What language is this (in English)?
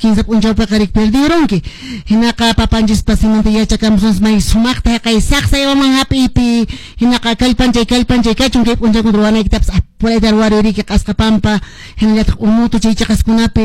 Quechua